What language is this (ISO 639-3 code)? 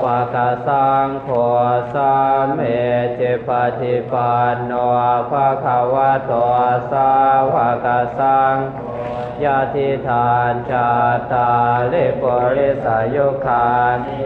pli